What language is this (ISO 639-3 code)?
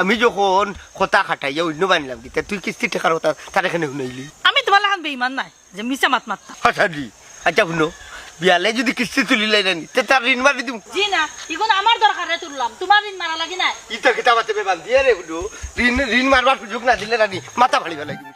syl